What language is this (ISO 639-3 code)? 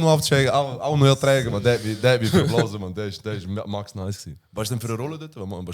gsw